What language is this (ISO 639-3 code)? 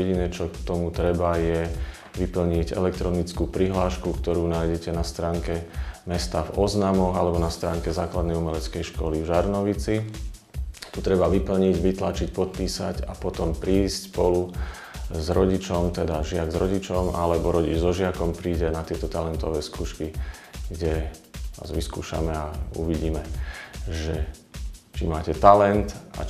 slk